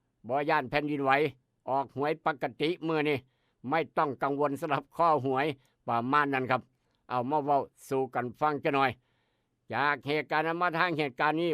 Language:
Northeastern Thai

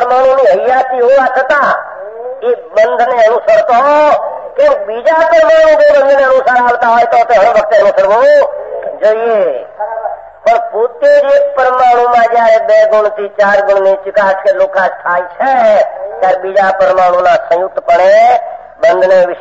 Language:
Gujarati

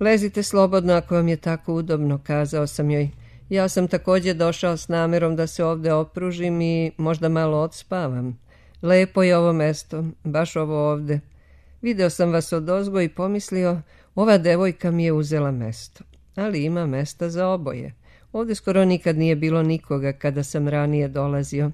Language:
Serbian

